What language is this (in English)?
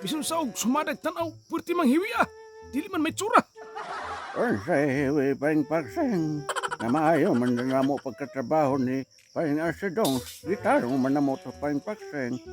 Cebuano